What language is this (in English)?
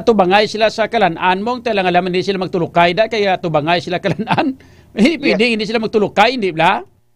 Hiligaynon